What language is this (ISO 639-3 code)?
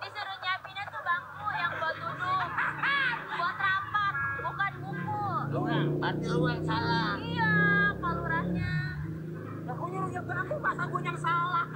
bew